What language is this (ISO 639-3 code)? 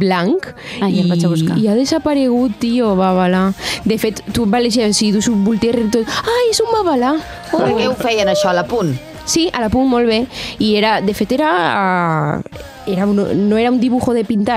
cat